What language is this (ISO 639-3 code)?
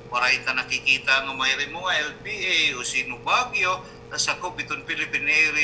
war